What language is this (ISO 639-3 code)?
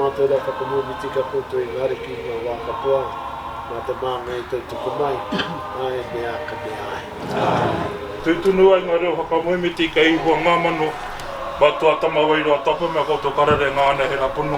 mri